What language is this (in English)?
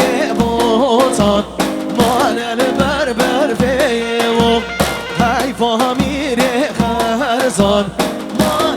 Kurdish